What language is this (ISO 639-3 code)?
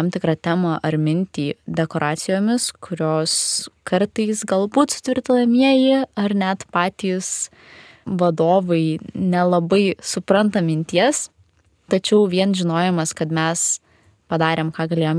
lit